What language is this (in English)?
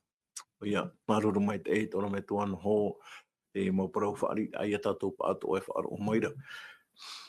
Tahitian